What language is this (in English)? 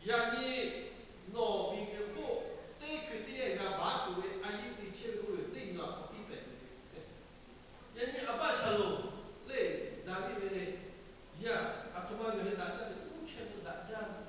Lahu